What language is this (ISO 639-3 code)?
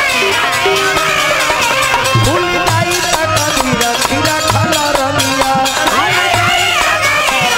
bho